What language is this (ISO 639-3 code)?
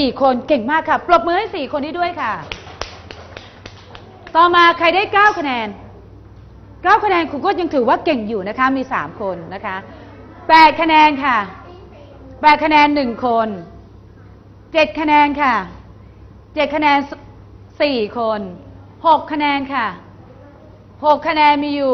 tha